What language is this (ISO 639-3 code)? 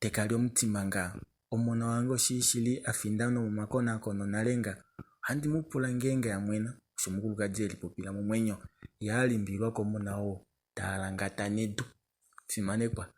kua